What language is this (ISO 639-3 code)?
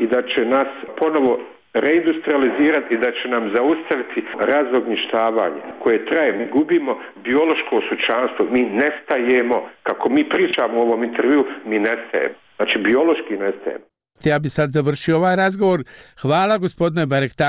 bos